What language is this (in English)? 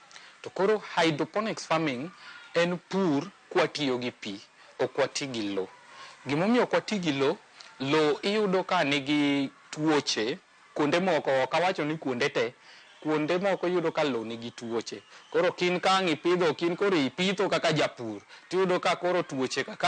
Luo (Kenya and Tanzania)